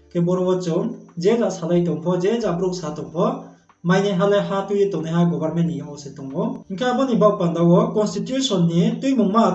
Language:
Riang (India)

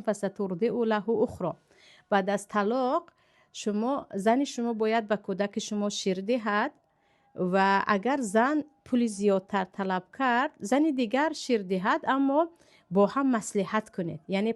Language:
Tajik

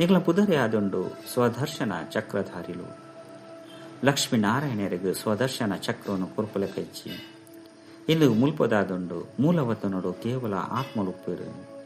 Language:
Tulu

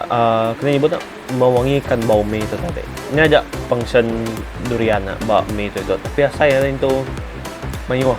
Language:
Iban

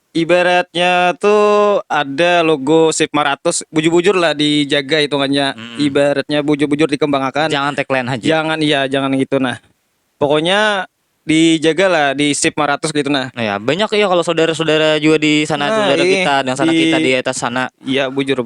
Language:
Banjar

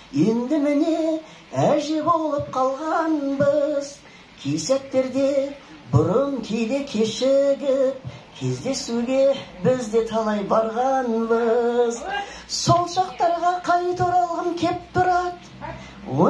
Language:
Kazakh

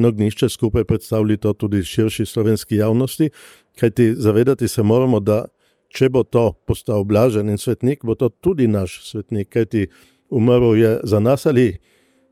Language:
Slovenian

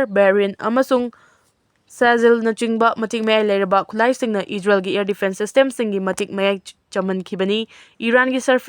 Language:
Manipuri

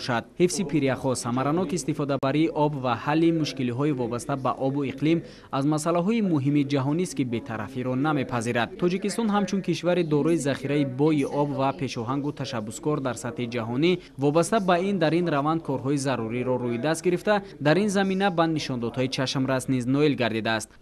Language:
Tajik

